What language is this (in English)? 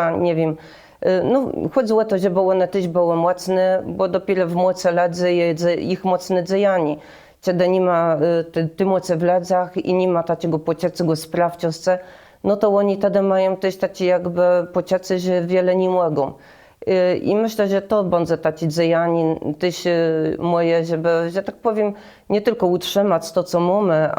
Kashubian